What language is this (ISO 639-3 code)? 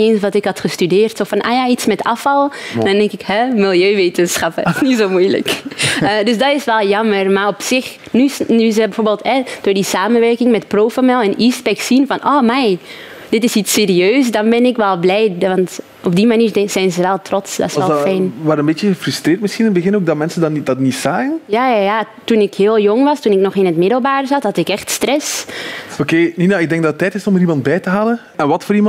nld